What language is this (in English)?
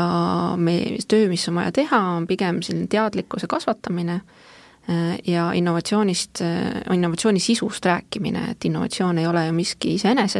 Estonian